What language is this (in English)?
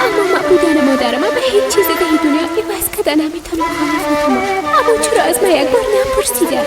Persian